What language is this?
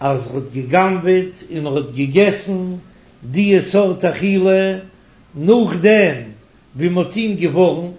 Yiddish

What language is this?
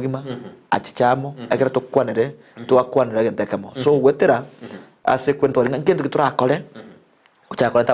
Gusii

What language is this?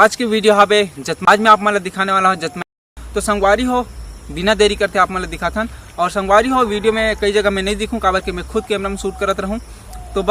Chhattisgarhi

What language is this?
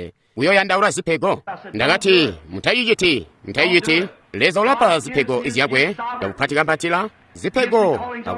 Tonga (Zambia)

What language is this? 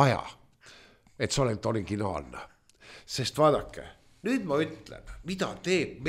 Estonian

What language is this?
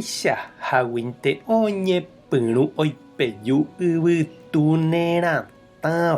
Guarani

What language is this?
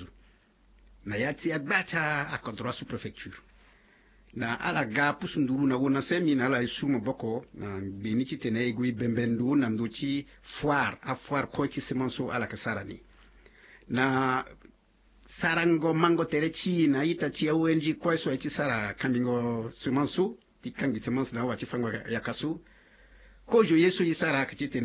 Sango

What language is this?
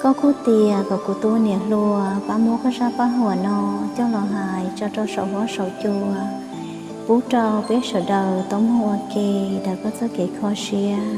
Hmong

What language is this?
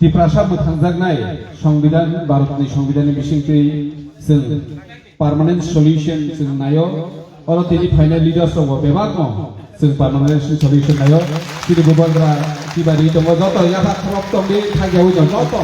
Kok Borok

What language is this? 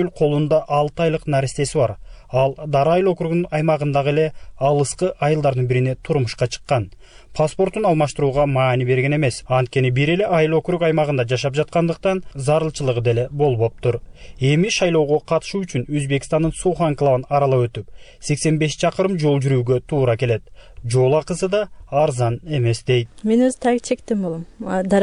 Kyrgyz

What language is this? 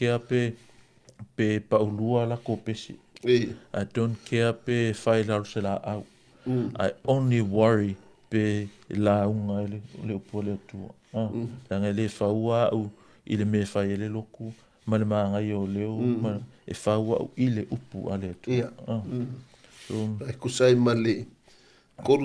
Samoan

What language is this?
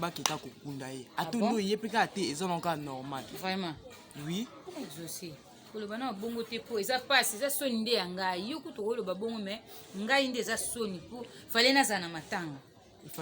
Lingala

